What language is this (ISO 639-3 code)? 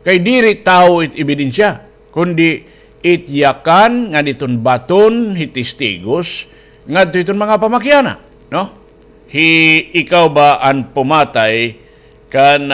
war